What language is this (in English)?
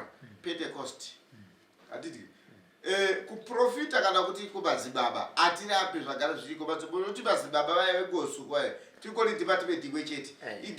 Shona